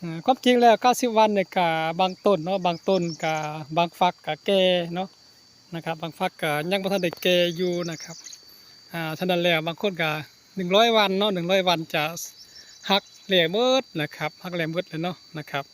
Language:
Northeastern Thai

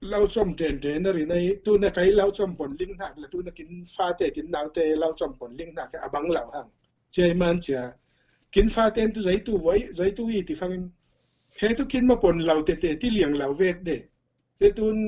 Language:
Falam Chin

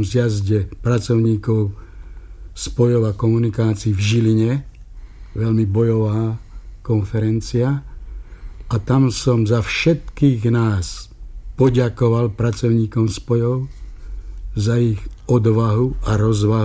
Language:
Slovak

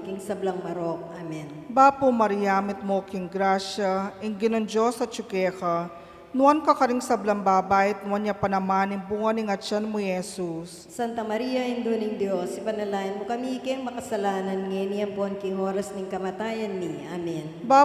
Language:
Pampanga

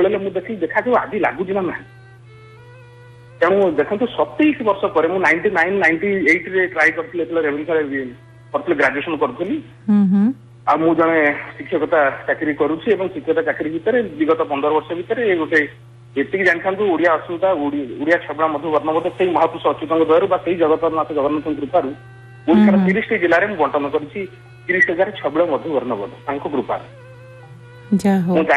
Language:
Odia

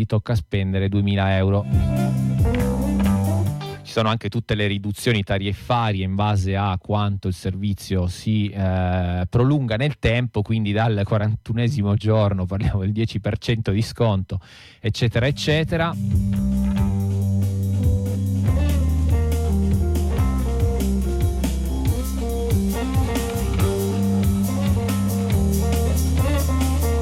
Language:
Italian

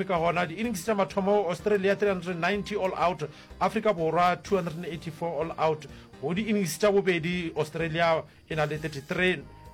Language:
Northern Sotho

